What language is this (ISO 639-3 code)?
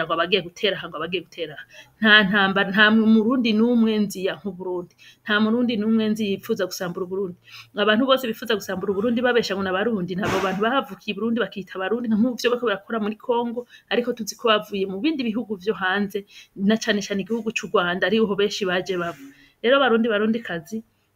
run